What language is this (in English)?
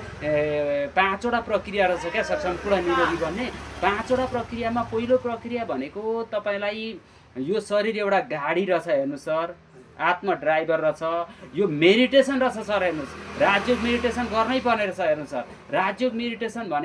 Nepali